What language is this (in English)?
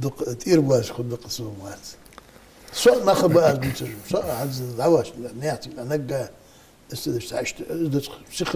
Ingush